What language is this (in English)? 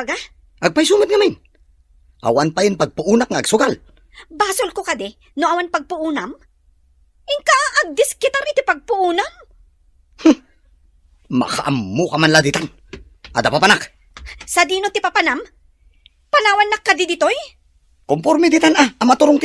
Iloko